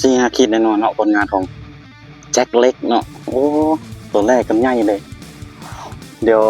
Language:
Lao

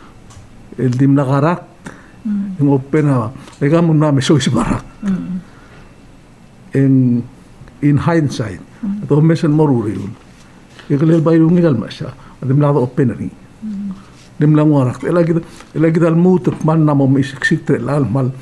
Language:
Palauan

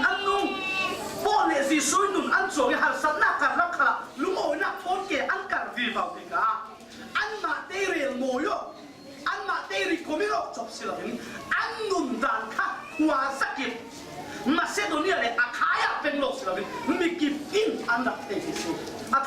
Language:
Falam Chin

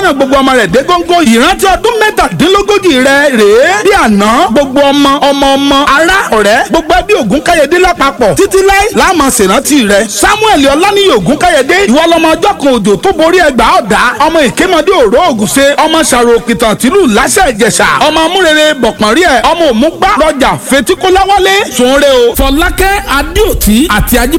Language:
Yoruba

